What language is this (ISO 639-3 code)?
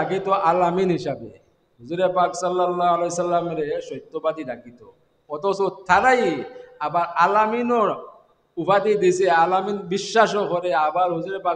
syl